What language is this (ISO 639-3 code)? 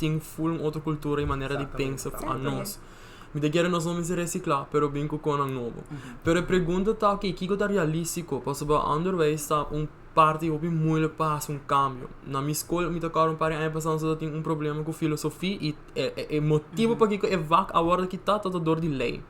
pap